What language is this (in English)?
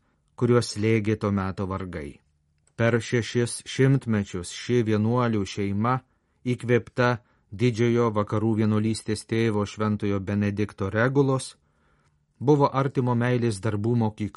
Lithuanian